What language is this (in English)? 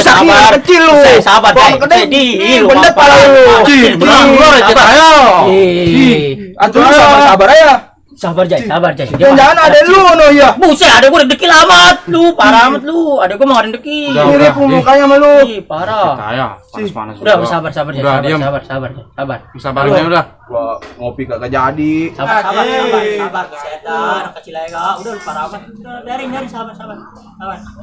Betawi